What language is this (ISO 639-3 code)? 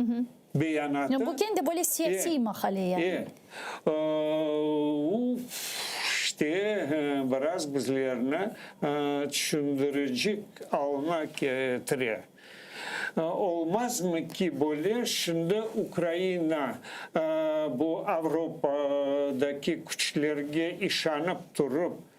crh